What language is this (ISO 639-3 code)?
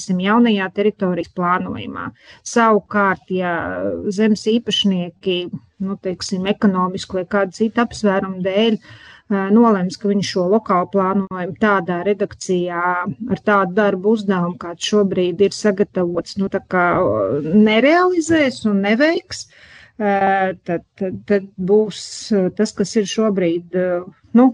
lav